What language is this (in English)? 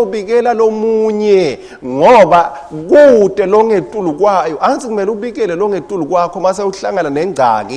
Swati